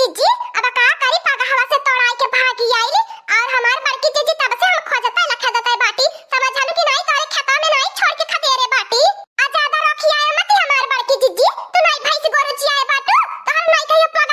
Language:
Awadhi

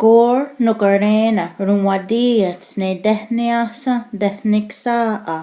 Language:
Mohawk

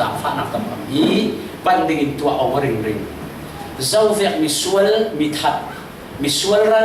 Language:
Falam Chin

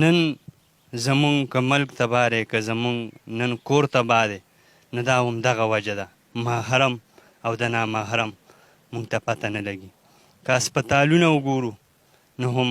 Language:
Pashto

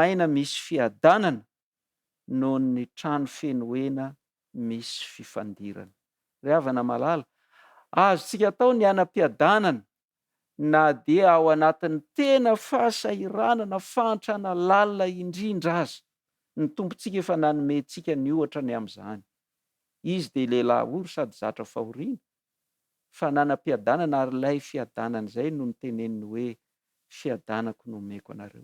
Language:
Malagasy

